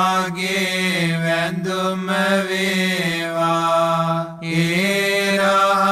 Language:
Sinhala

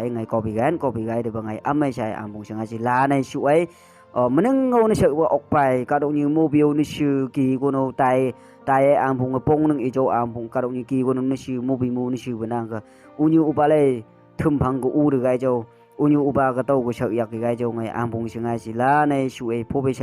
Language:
Phom Naga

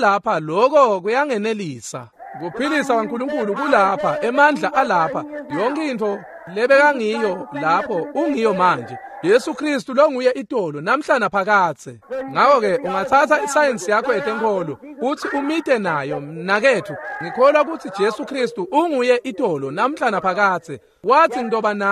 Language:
Swati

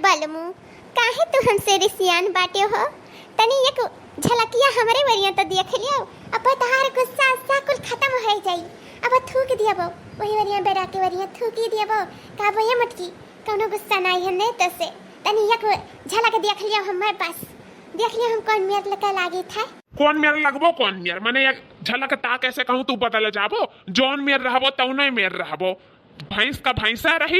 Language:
Awadhi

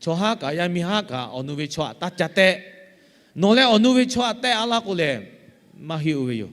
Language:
Lahu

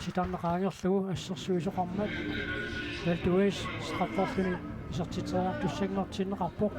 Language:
Kalaallisut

